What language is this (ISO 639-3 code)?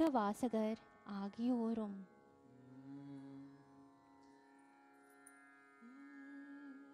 tam